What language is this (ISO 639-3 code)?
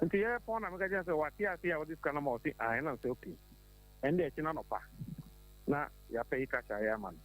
aka